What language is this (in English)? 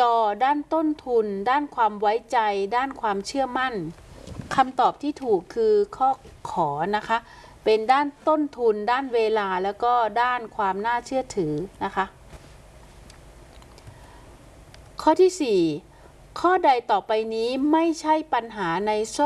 Thai